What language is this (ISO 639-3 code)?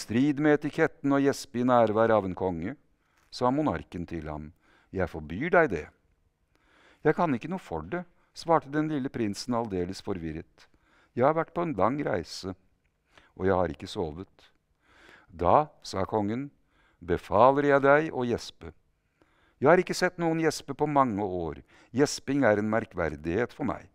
nor